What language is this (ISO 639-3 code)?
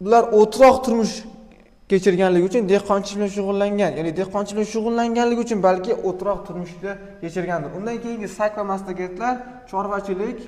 uzb